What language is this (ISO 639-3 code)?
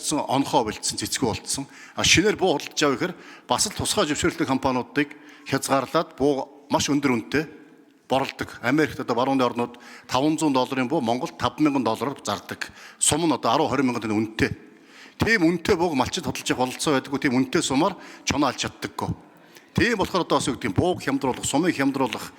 mon